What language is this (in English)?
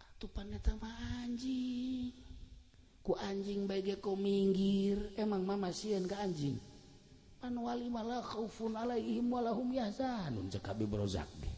Sundanese